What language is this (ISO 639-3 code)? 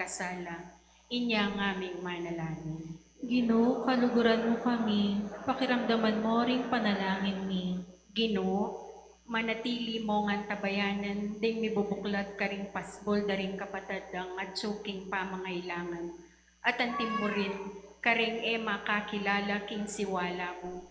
pam